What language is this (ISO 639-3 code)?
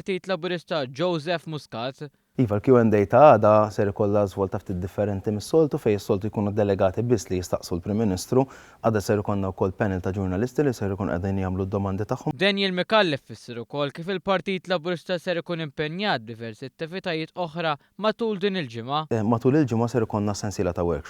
mlt